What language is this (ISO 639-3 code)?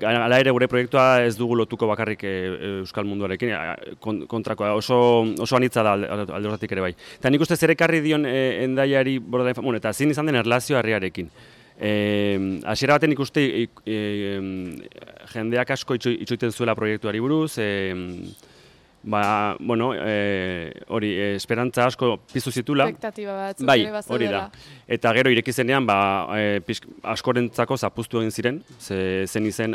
eus